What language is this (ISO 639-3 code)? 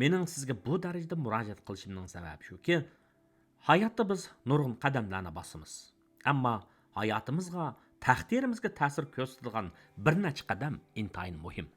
uig